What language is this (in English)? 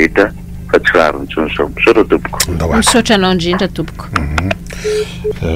Malagasy